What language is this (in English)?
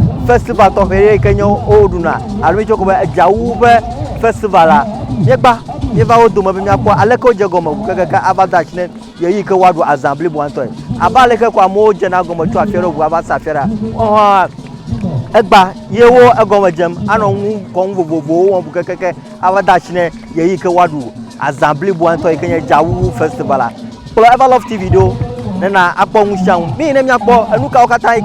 Ewe